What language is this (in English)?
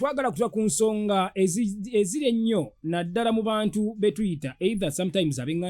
Ganda